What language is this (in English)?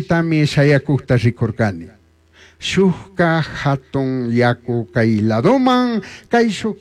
Chimborazo Highland Quichua